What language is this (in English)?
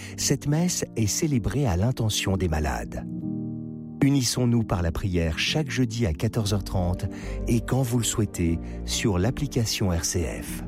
French